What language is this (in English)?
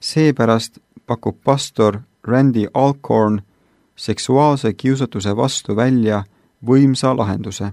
Estonian